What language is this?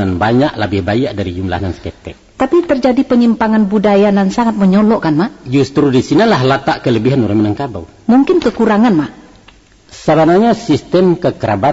Minangkabau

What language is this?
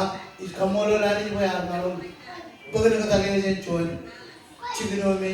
Marshallese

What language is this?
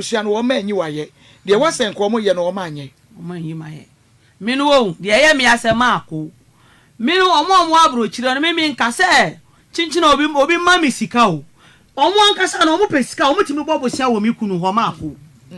Akan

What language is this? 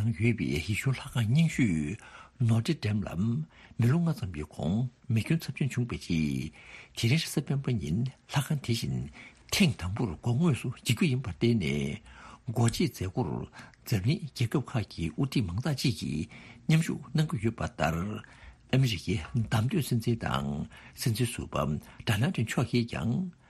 Tibetan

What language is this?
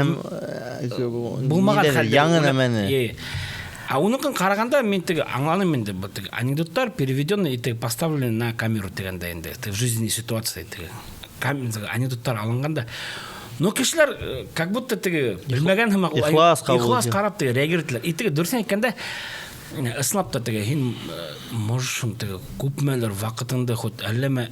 Bashkir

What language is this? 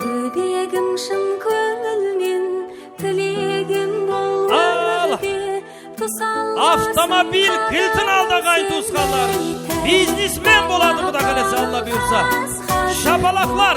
Kara-Kalpak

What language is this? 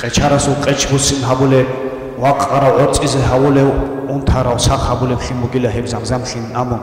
Avaric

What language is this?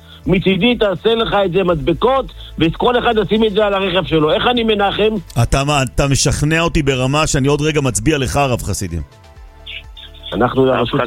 Hebrew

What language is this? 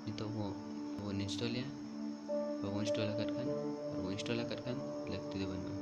Santali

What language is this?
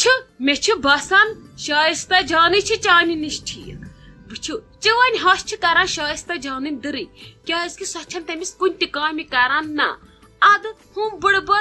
Kashmiri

